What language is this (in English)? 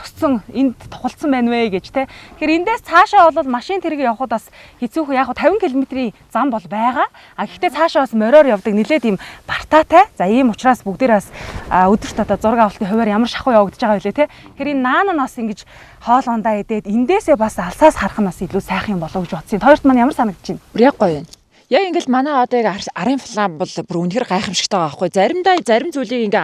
Mongolian